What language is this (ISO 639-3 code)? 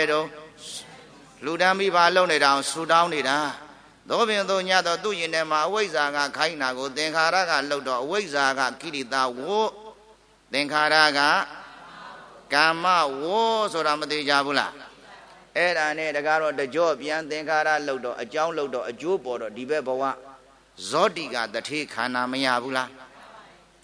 mya